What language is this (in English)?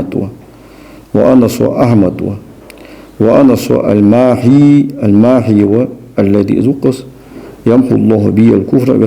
Ingush